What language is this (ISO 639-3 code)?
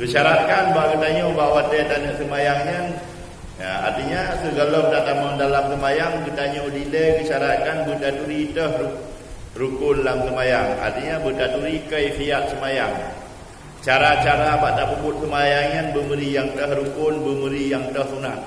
ace